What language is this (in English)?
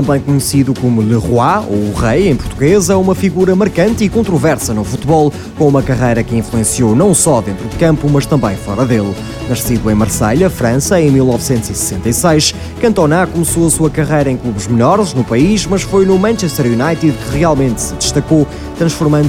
Portuguese